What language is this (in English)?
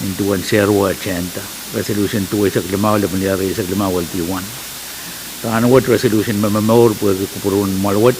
Pohnpeian